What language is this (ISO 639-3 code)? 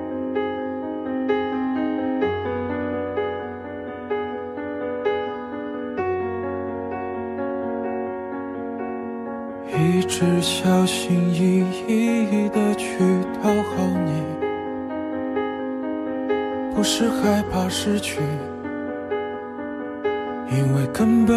zho